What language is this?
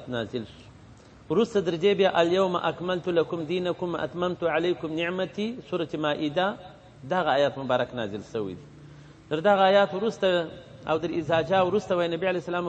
Pashto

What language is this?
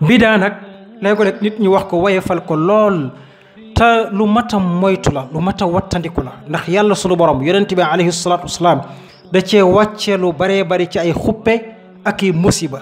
Wolof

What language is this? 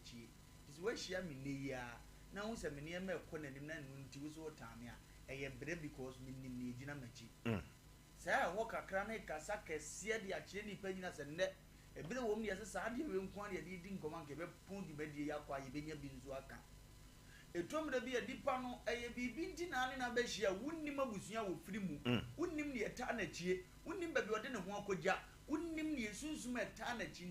Akan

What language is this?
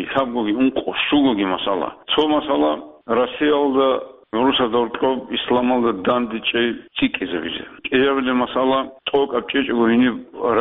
Avaric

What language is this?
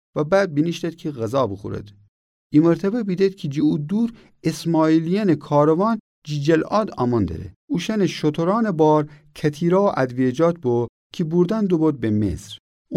Gilaki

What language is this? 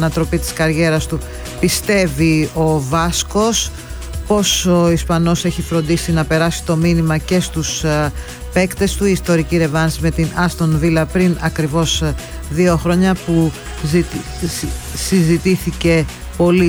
Greek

